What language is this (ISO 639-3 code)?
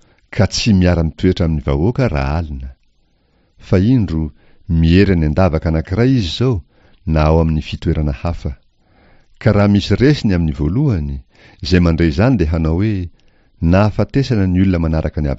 mlg